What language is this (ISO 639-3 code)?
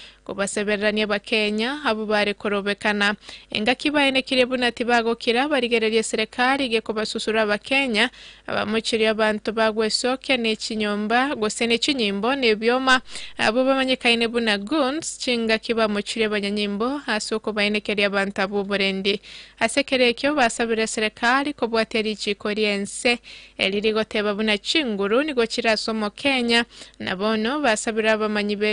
guz